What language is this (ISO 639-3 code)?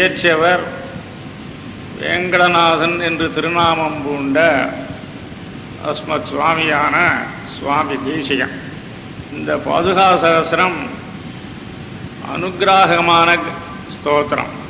tam